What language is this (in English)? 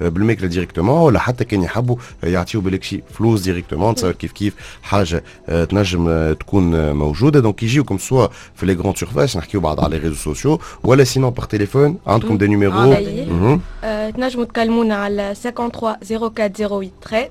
Tunisian Arabic